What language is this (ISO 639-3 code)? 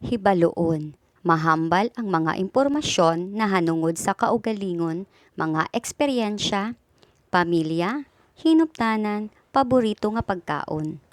hil